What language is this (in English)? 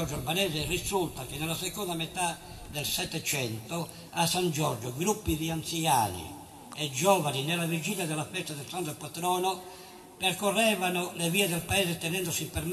Italian